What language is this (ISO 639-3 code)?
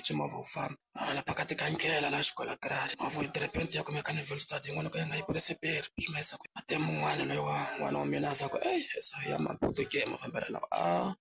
tso